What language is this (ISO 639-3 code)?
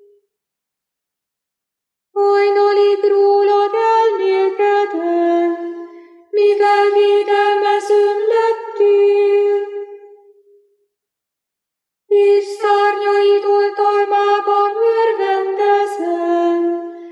hun